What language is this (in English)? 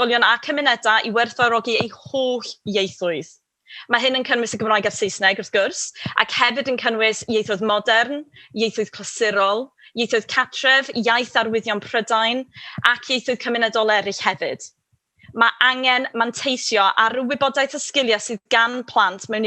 Welsh